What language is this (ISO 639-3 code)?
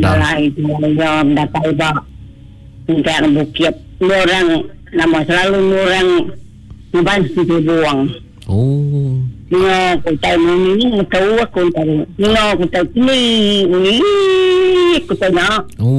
iba